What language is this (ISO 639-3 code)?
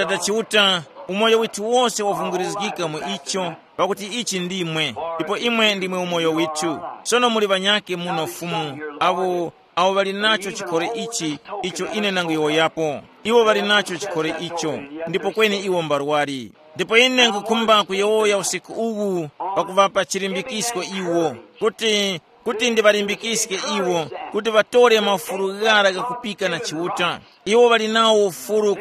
tum